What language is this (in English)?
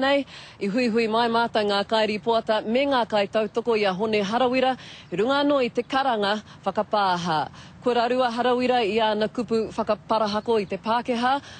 Māori